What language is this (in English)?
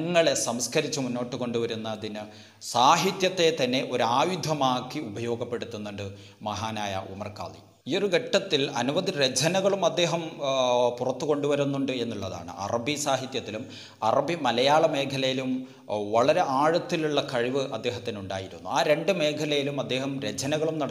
Malayalam